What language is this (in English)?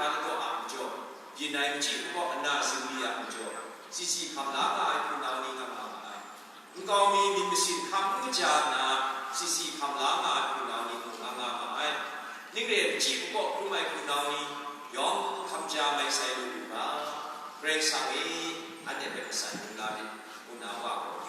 Kachin